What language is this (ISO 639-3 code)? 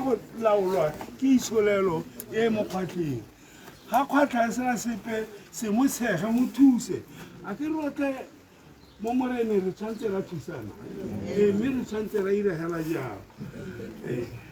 tsn